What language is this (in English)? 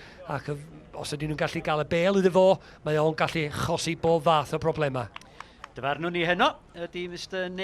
Welsh